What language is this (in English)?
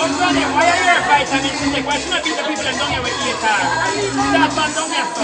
Jamaican Creole English